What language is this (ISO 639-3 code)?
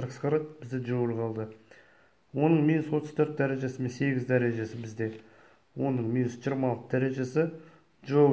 kaz